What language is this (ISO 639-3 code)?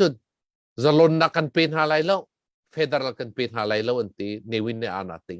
cnh